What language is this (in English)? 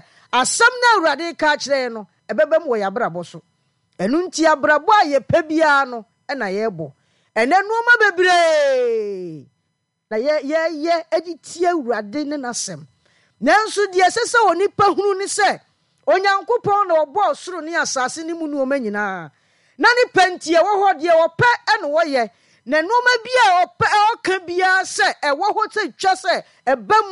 Akan